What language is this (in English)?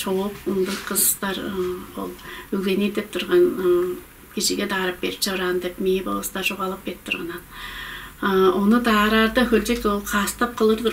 Tuvinian